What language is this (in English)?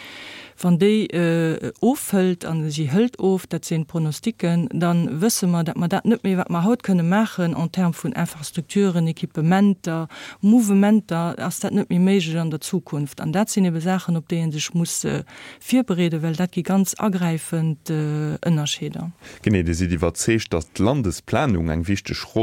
Luxembourgish